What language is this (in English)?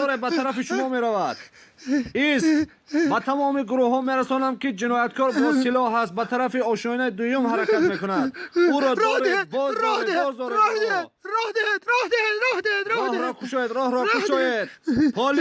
Tajik